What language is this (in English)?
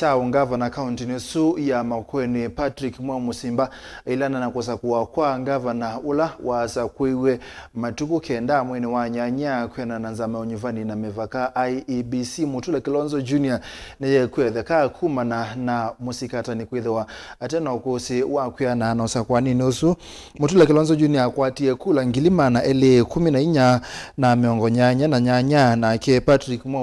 Kamba